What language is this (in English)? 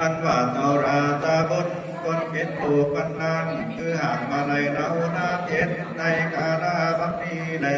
Lü